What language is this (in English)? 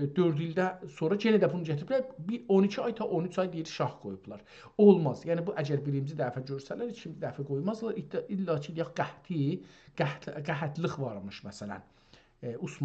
South Azerbaijani